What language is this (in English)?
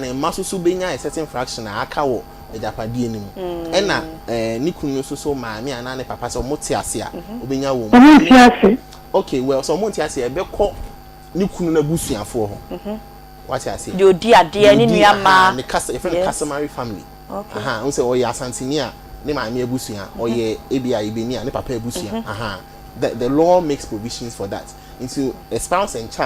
Akan